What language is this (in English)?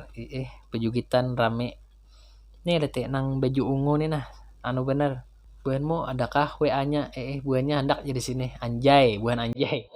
Banjar